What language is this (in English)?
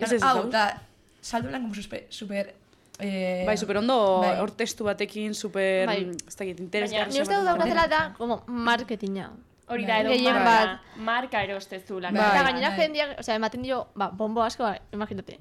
Basque